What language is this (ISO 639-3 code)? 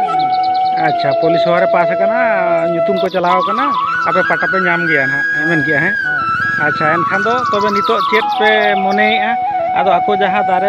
sat